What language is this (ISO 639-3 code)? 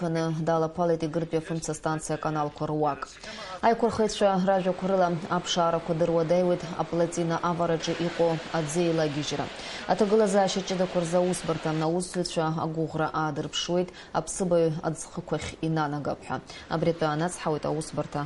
abk